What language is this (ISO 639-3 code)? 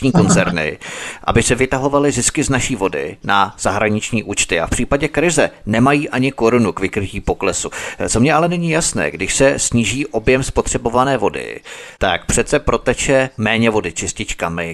ces